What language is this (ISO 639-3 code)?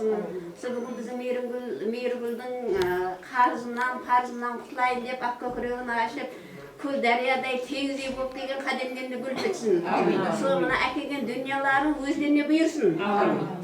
kaa